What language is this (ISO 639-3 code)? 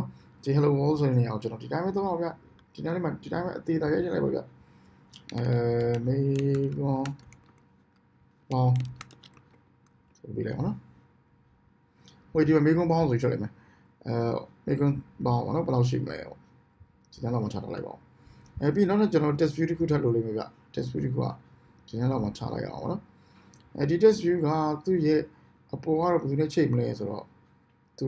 mya